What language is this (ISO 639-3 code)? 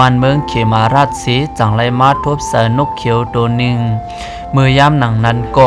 shn